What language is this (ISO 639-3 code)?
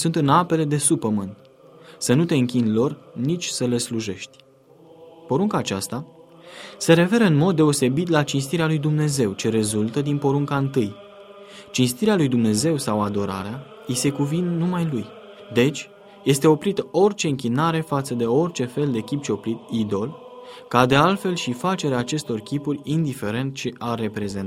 ron